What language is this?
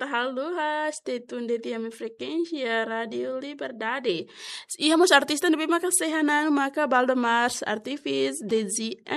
Tetum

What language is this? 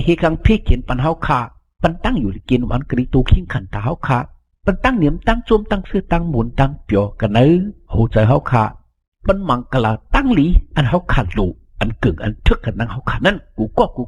Shan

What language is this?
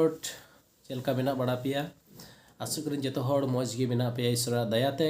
Santali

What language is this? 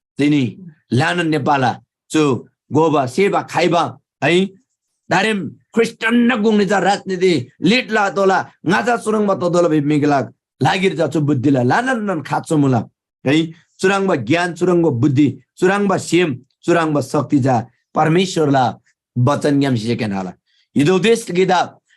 Eastern Tamang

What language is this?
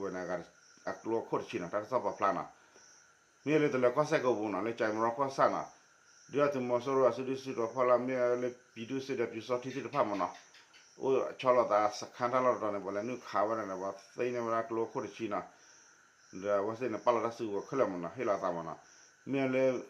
S'gaw Karen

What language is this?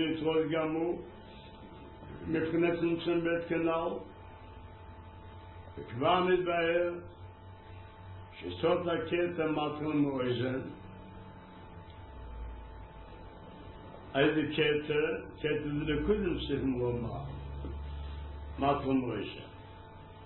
Hebrew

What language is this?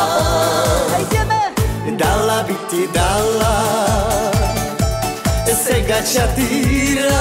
Slovak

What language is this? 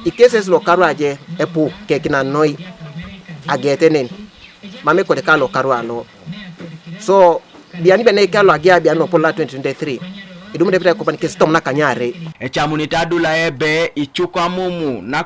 Teso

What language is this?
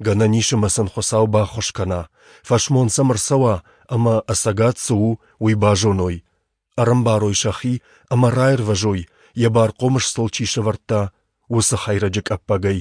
Ossetic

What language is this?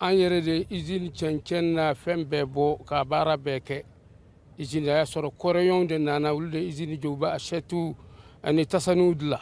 Bambara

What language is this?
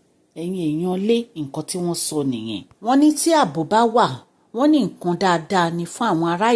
Yoruba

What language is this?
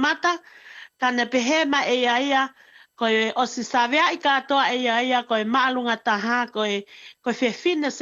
Tongan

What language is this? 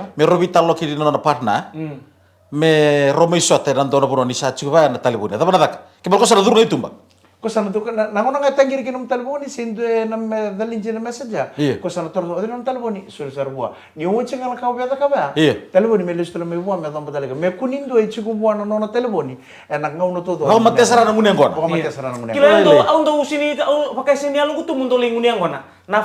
Fijian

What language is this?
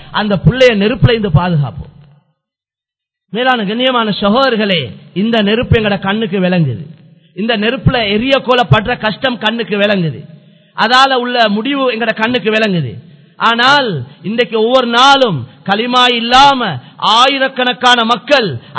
Tamil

